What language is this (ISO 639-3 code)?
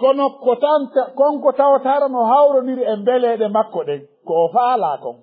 ful